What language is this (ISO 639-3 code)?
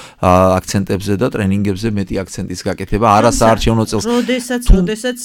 kat